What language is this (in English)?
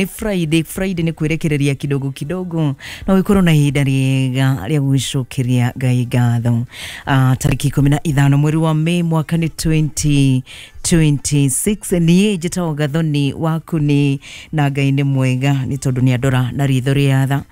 Kikuyu